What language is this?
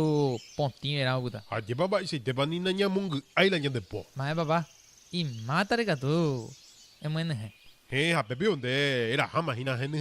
Guarani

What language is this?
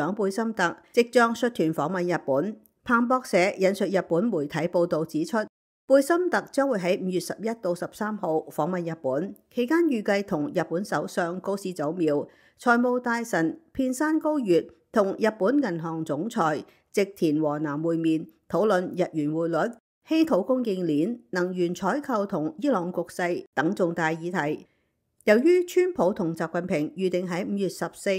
Cantonese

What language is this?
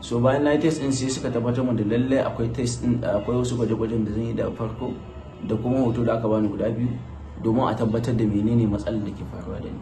Hausa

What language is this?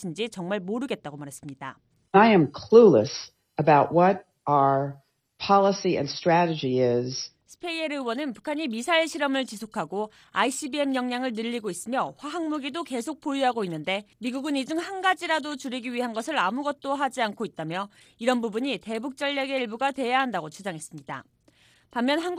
Korean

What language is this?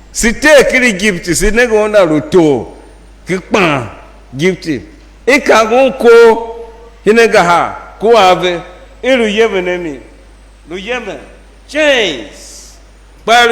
Tiv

